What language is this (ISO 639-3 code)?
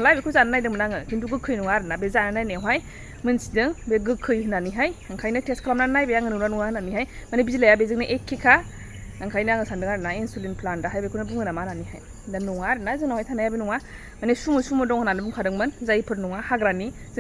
brx